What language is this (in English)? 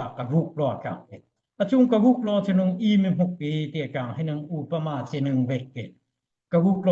Daai Chin